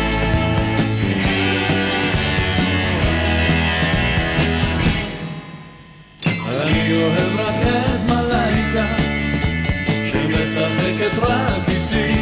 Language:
Hebrew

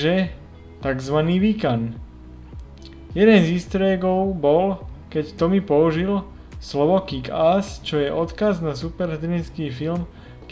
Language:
Slovak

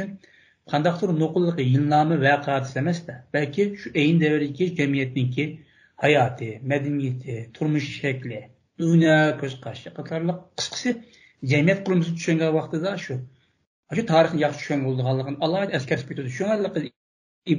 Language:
Uyghur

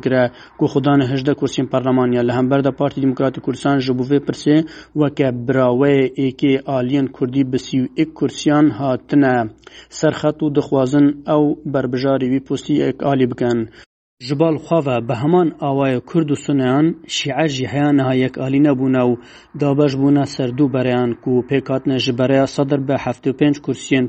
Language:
Kurdish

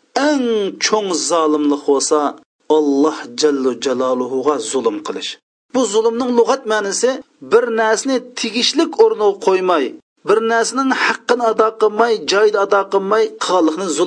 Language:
Uyghur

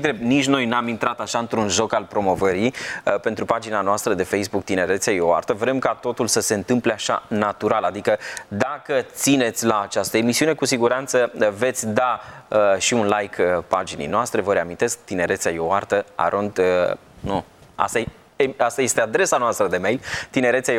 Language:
Romanian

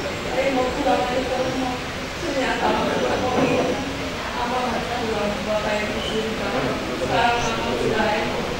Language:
Indonesian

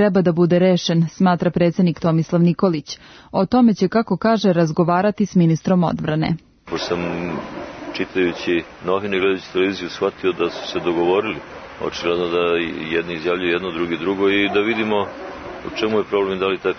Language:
Serbian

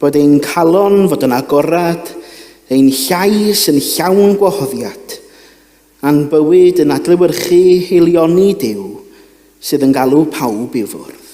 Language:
Welsh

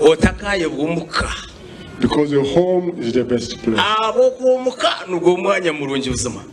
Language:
Nyankole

